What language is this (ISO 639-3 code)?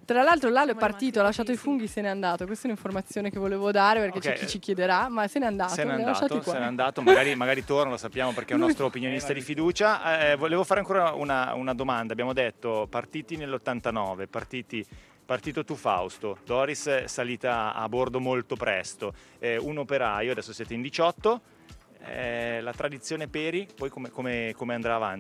ita